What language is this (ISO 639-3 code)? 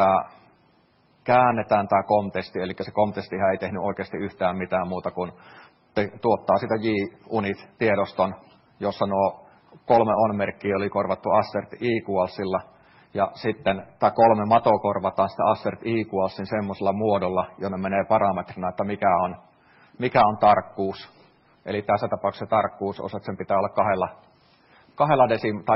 fin